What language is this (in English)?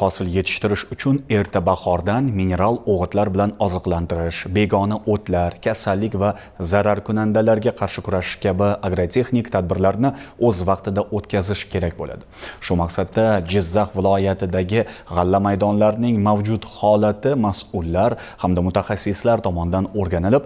Uzbek